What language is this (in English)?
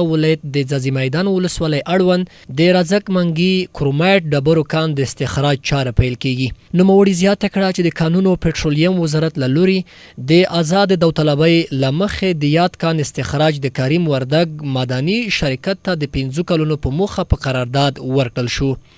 Pashto